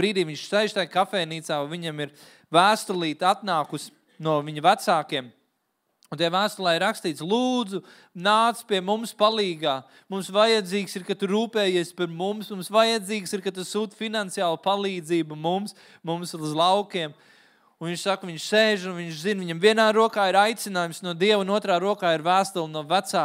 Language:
Latvian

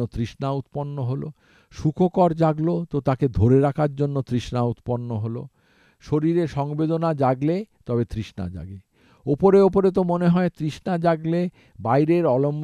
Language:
Bangla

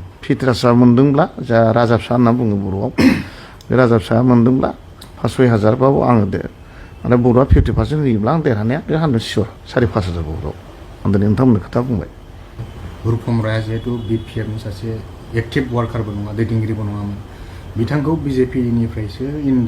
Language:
Bodo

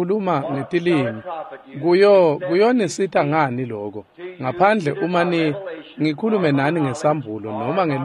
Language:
Swati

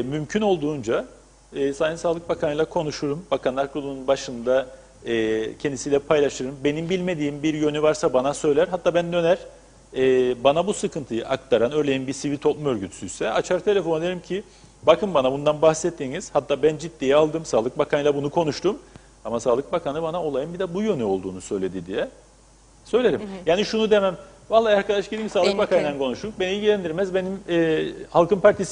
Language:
Turkish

